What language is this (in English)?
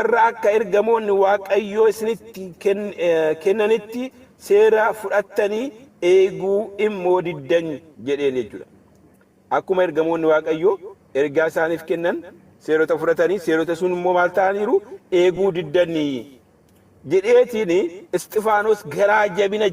Oromo